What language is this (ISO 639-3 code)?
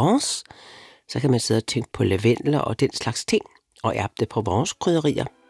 dan